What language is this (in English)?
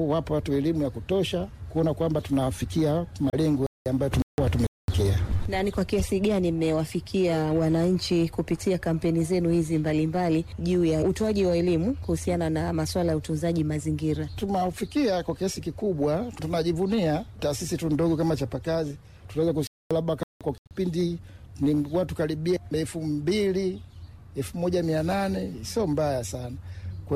Swahili